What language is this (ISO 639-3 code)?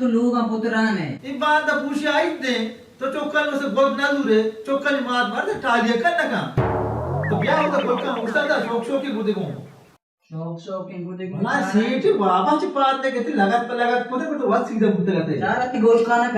bal